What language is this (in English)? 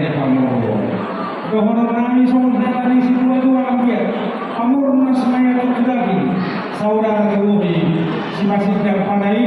Batak Toba